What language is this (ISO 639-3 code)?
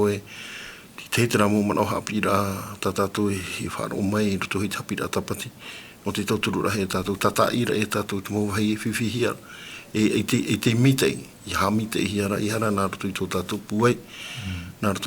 tah